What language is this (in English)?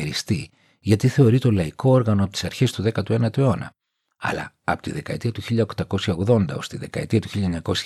Greek